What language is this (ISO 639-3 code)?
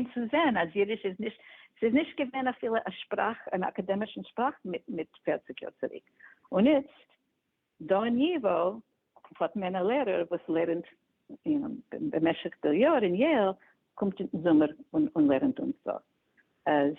yid